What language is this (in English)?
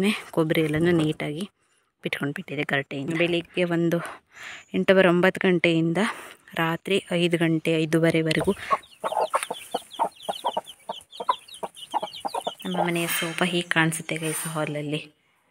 Kannada